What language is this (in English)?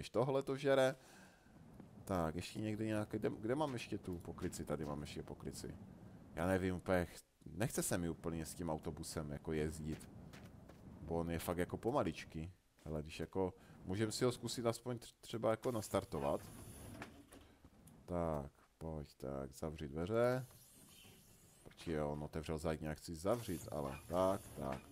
Czech